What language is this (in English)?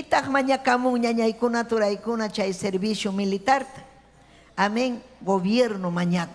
Ayacucho Quechua